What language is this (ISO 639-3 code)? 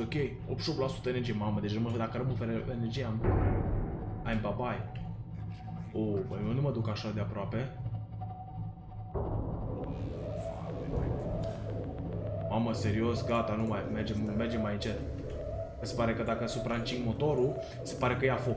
ron